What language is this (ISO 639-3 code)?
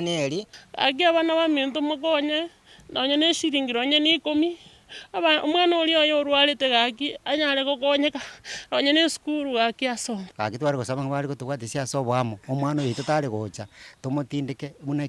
guz